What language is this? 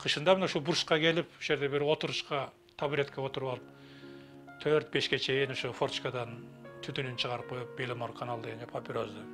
Kyrgyz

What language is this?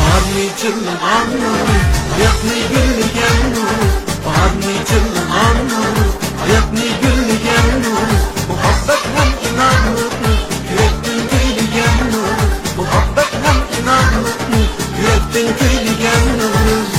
Uyghur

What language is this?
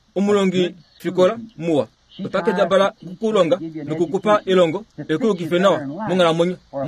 Kuanyama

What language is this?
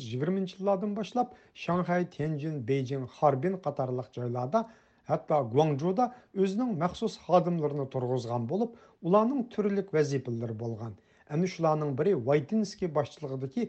Uyghur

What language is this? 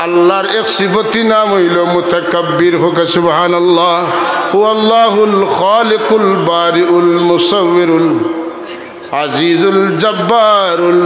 Sylheti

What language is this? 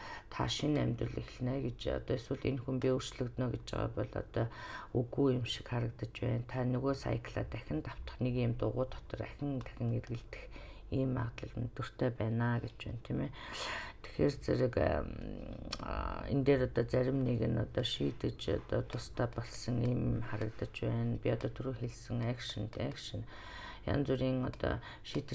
Mongolian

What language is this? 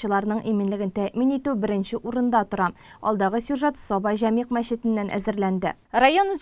Tatar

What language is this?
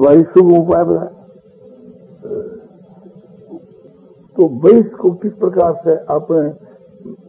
Hindi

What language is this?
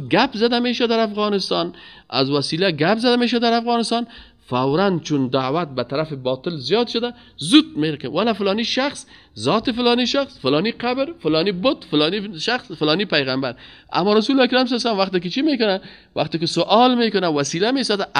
Persian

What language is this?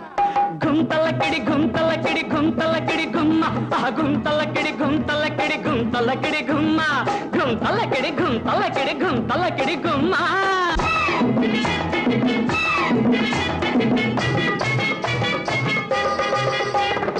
Telugu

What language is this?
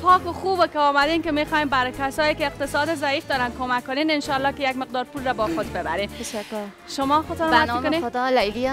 Persian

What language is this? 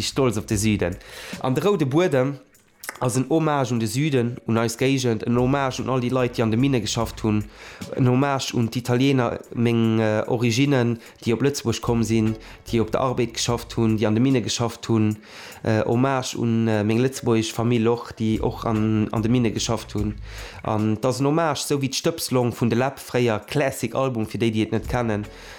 Luxembourgish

